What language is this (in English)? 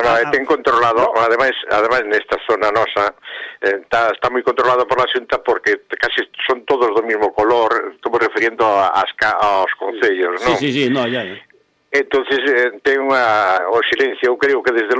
Galician